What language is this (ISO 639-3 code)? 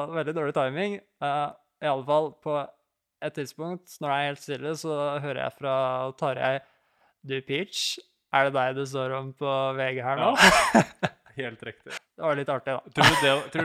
nor